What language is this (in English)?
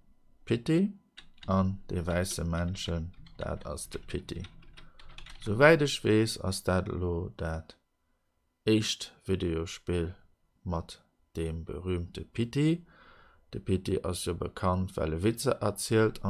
Luxembourgish